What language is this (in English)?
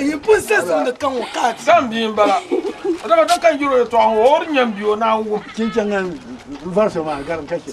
Dagbani